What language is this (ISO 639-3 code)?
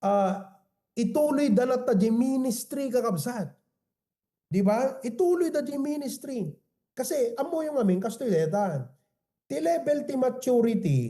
ilo